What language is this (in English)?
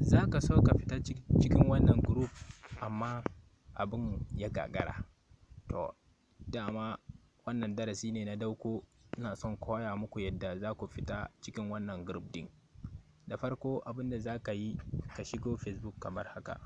Hausa